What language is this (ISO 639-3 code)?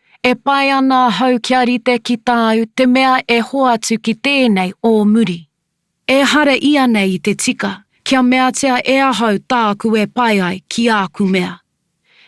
mri